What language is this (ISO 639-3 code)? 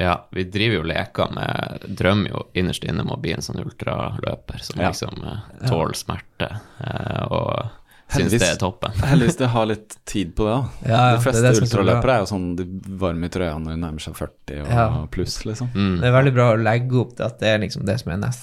nor